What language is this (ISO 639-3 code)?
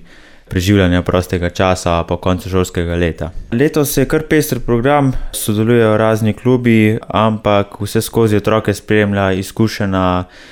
slv